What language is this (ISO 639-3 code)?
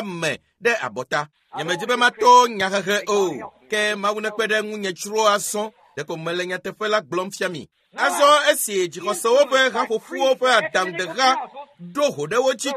ewe